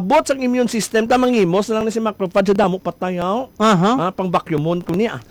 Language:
Hiligaynon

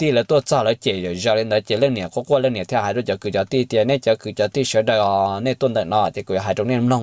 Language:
Hmong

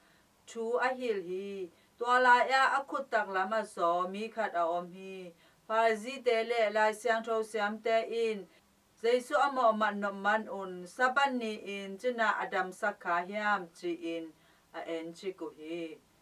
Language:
Tedim Chin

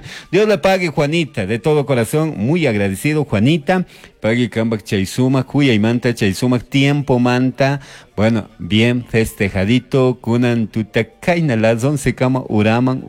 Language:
Chimborazo Highland Quichua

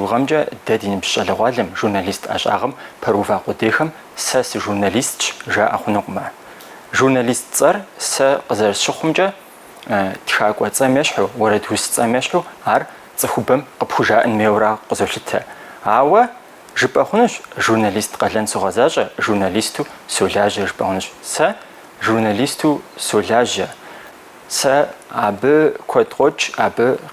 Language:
Kabardian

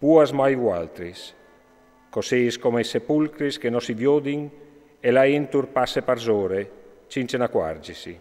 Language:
Friulian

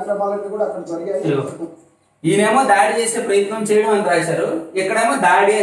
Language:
Telugu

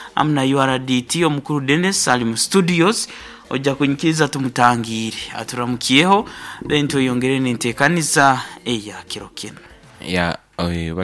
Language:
Nyoro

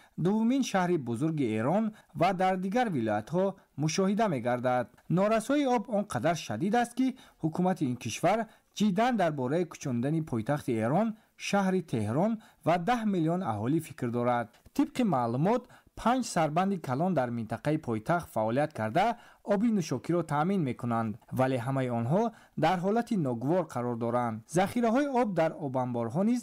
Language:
Tajik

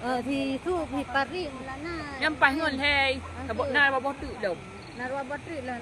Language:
Achinese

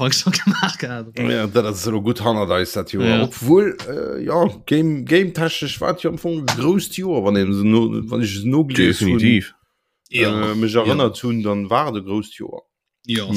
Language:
Luxembourgish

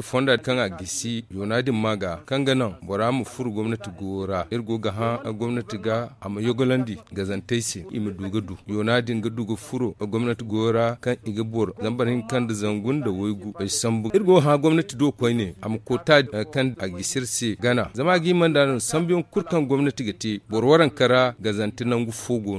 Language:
Zarma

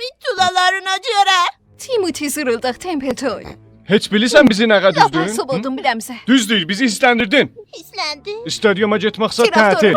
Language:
South Azerbaijani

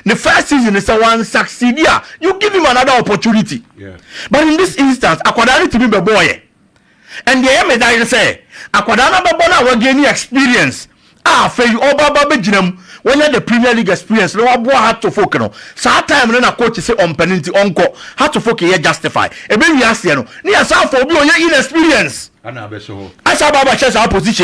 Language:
Akan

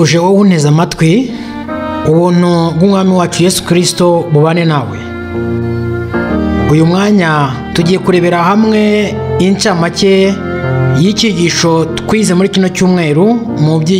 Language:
Kinyarwanda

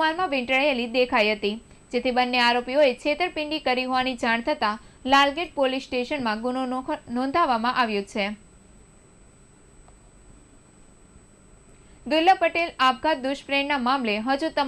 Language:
Gujarati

